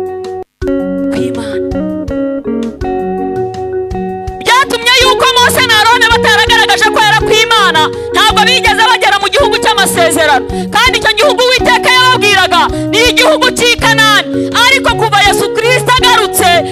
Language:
Kinyarwanda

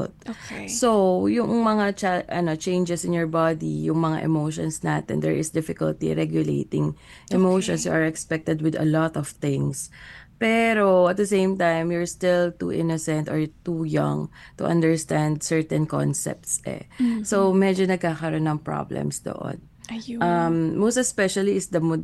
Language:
Filipino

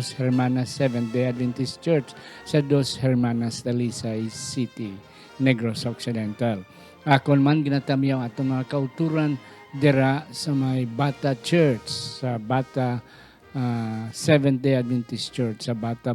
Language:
Hiligaynon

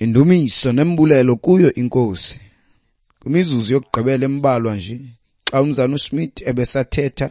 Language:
Xhosa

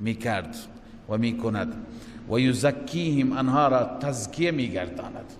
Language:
Persian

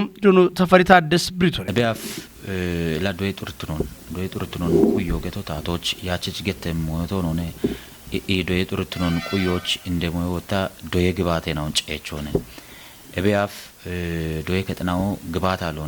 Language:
Kafa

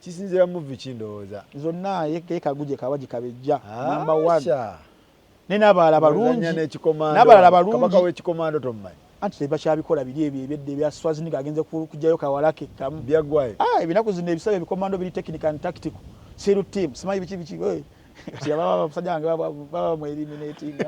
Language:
Ganda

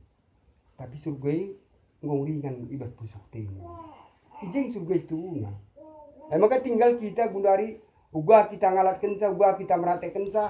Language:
Batak Karo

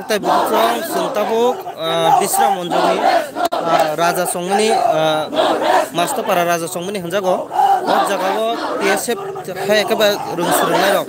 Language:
Kok Borok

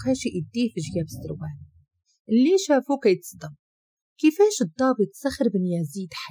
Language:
Moroccan Arabic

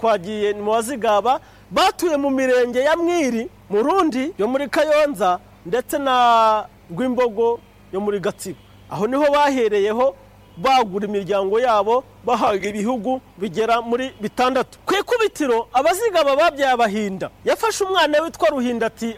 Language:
Kinyarwanda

